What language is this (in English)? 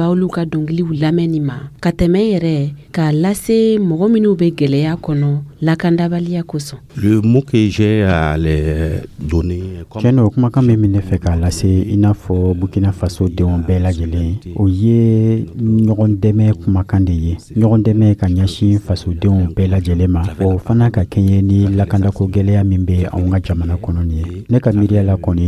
Dyula